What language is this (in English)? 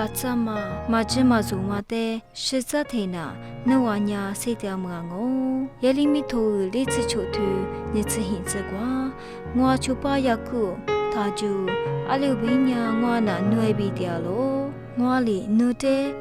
Lisu